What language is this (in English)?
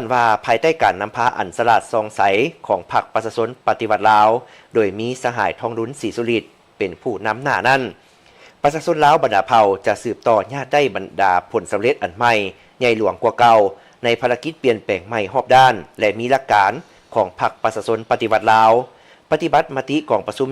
Lao